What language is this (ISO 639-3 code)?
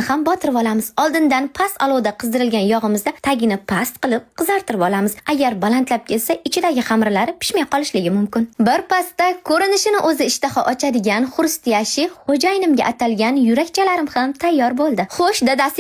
uzb